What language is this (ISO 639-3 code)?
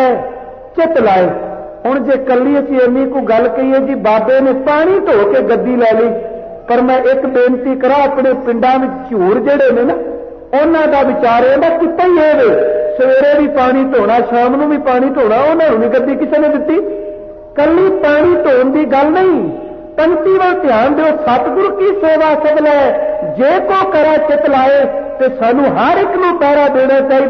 pan